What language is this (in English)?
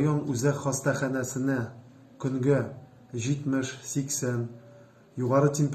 Tatar